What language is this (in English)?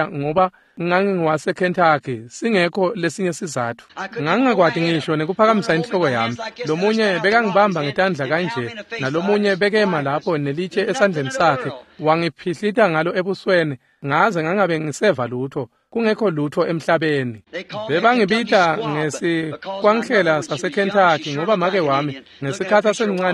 Swati